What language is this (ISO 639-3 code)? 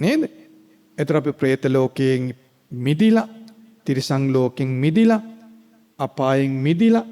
sin